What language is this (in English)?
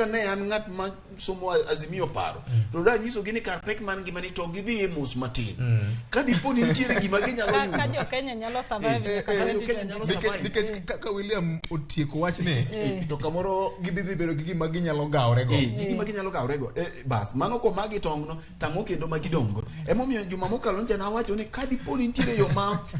Luo (Kenya and Tanzania)